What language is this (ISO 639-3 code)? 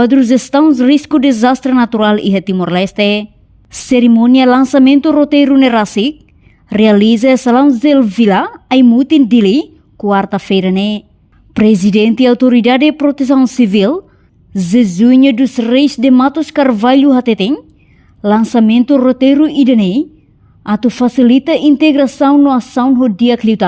tet